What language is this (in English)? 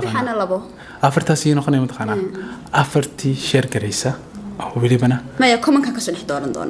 Somali